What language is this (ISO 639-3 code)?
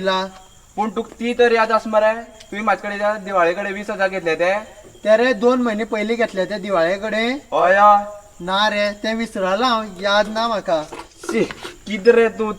kok